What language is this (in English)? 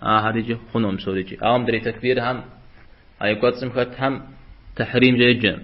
Kabardian